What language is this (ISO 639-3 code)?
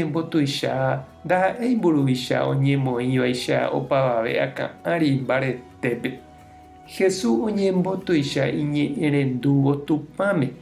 grn